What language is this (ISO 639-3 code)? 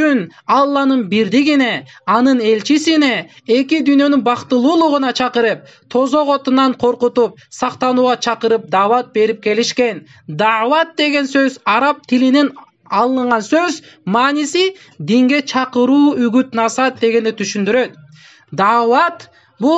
kir